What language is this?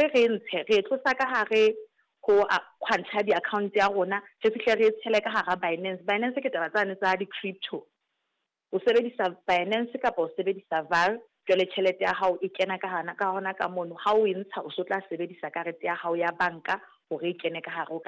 Southern Sotho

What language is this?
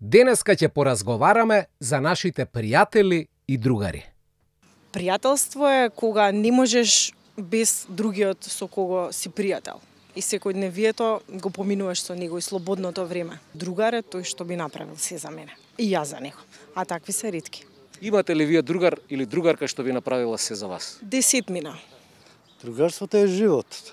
Macedonian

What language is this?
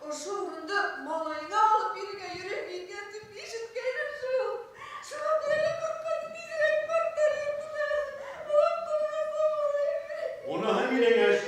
Bashkir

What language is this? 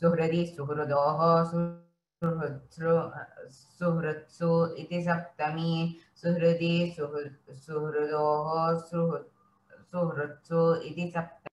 Sanskrit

